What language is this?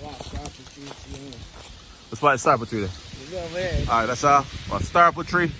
Jamaican Creole English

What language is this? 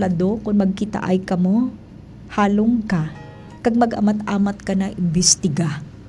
Hiligaynon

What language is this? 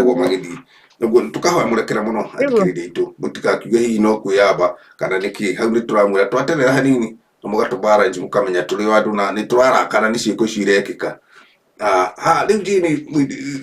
Kikuyu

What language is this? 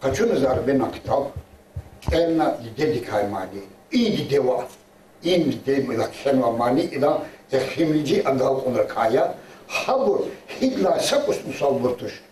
Lezghian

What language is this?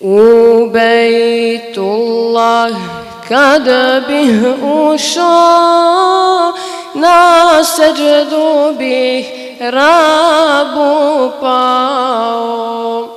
Bosnian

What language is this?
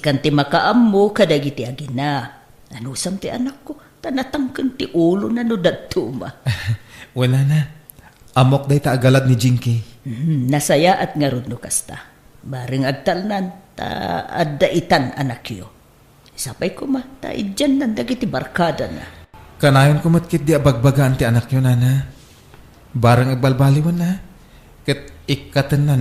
Iloko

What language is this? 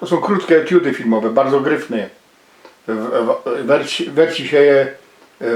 Silesian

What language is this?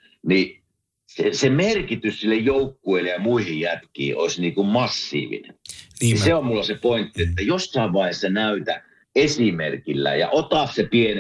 Finnish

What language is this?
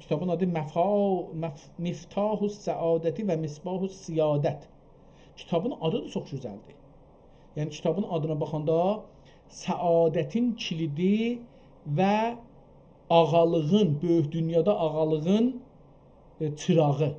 South Azerbaijani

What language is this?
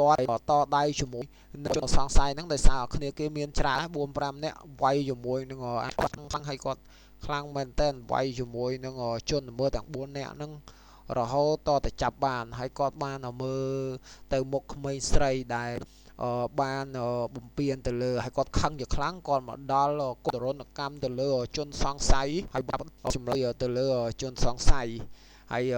Khmer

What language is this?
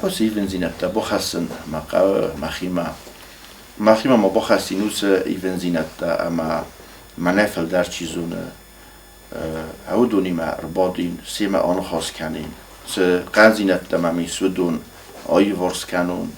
Ossetic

